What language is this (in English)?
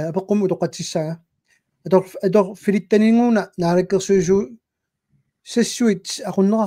Kalaallisut